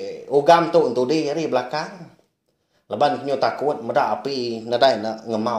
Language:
Iban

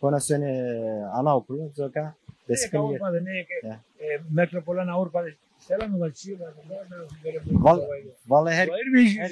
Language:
Zaza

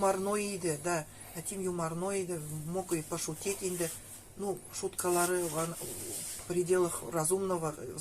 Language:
Nogai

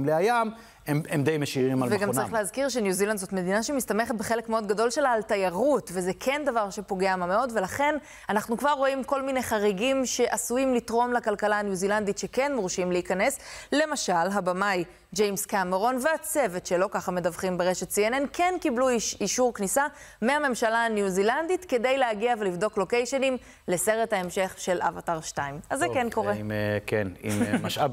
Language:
Hebrew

